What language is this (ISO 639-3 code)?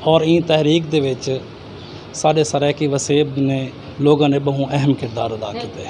skr